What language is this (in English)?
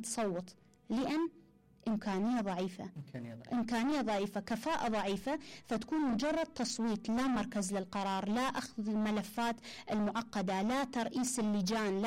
Mesopotamian Arabic